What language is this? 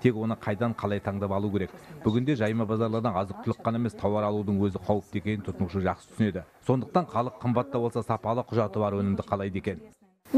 Kazakh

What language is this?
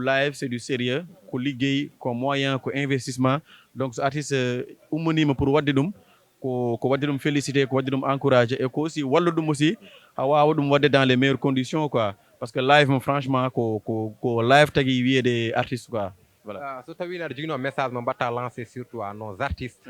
Fula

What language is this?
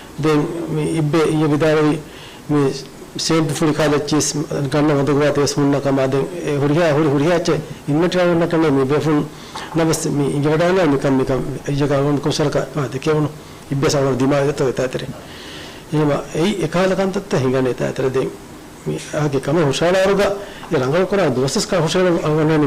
Divehi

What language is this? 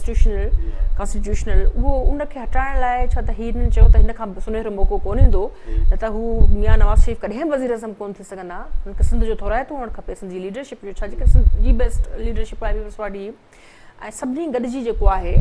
Sindhi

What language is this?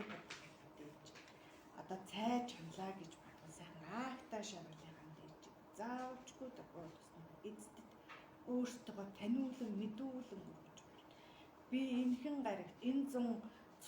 Mongolian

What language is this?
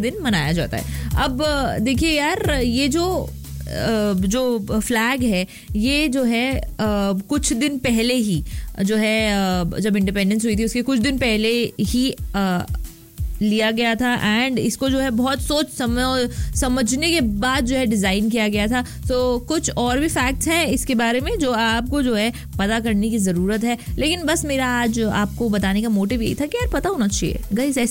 Hindi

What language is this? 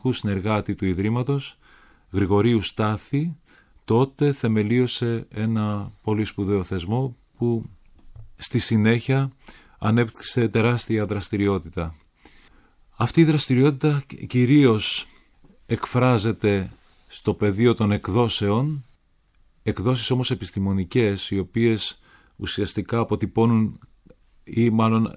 Greek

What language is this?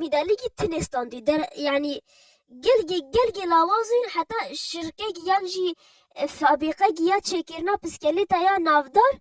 Kurdish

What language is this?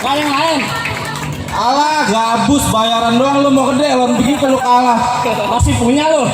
Betawi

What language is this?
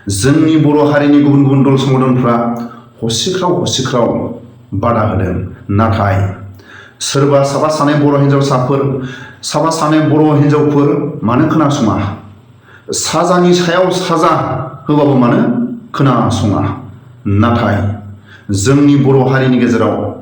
Bodo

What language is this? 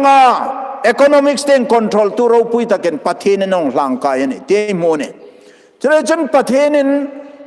Hmar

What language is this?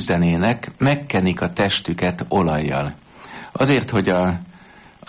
Hungarian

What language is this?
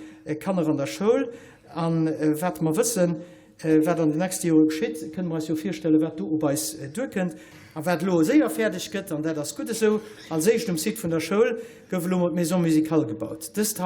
Luxembourgish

